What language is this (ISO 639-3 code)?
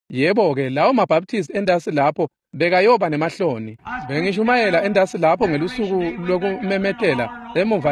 ssw